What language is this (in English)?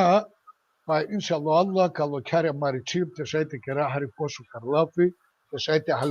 Balkan Romani